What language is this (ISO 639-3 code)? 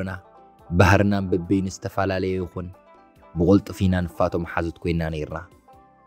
tir